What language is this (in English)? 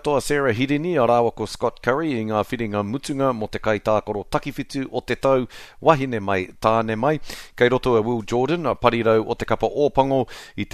Māori